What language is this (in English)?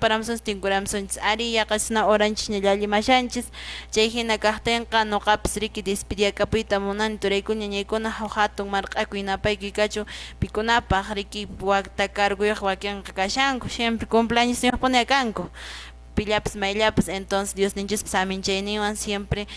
Quechua